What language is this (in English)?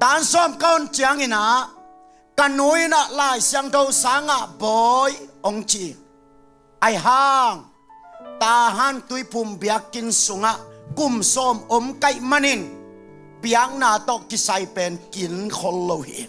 Tedim Chin